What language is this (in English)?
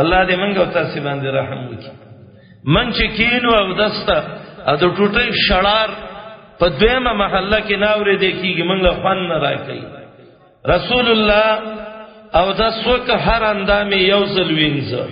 Pashto